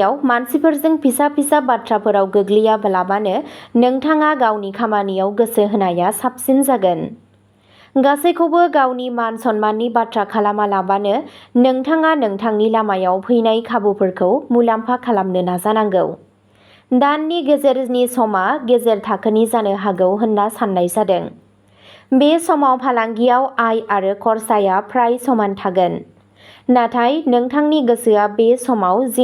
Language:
Bodo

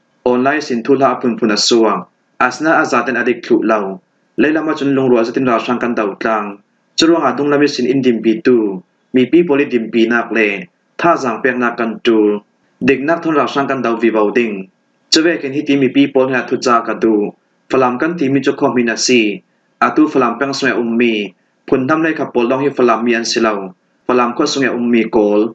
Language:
Falam Chin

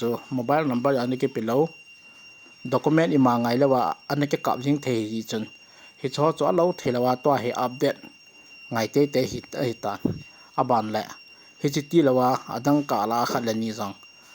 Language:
Thado Chin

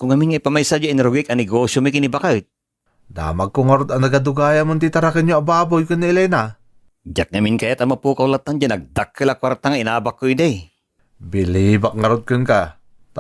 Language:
Iloko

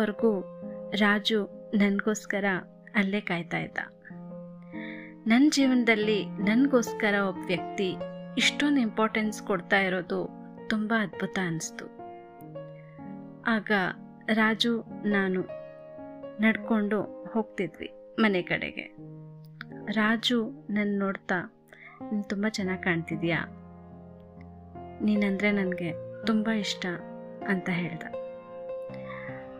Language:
Kannada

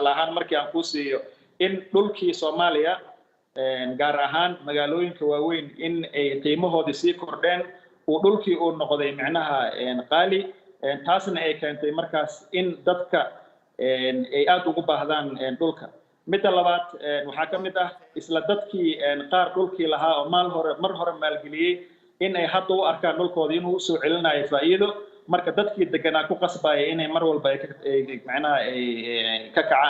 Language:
Somali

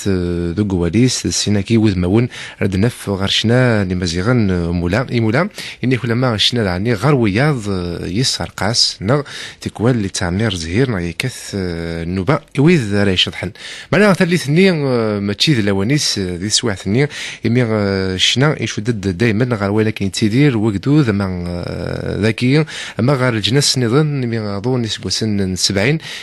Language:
Kabyle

